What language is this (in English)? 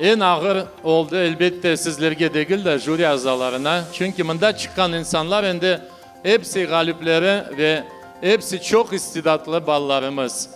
Crimean Tatar